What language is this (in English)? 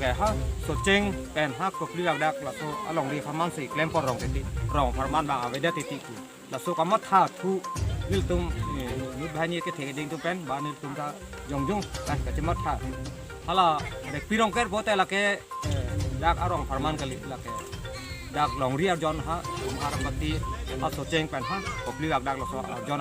Karbi